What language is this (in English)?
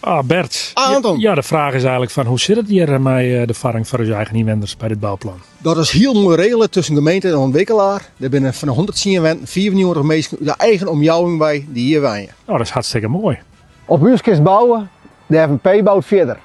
Western Frisian